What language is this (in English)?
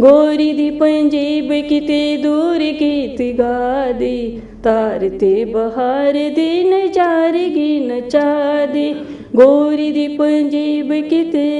Dogri